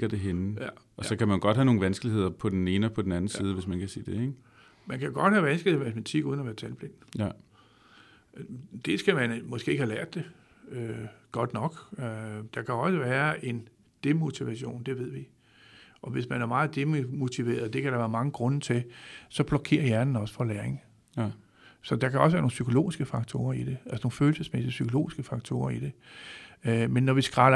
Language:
Danish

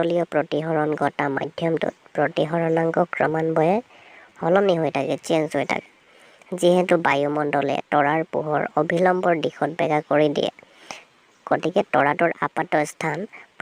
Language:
Assamese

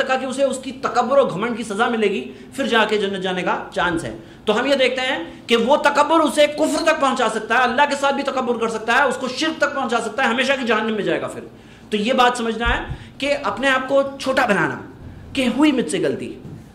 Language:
Urdu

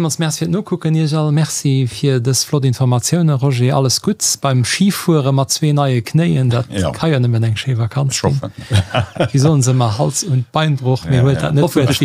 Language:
Luxembourgish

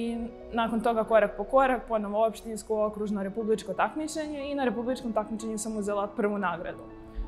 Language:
Serbian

